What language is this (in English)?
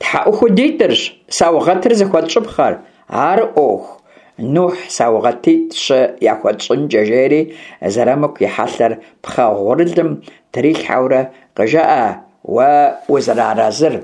Kabardian